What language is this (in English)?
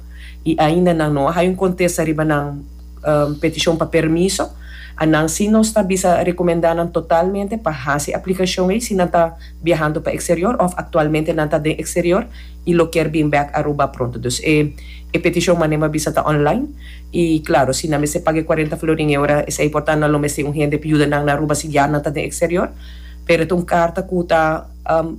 Papiamento